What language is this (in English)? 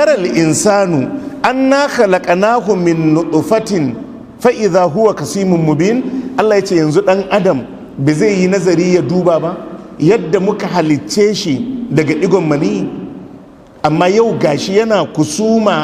Hausa